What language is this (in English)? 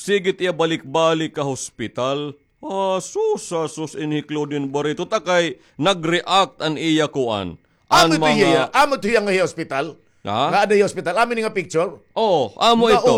Waray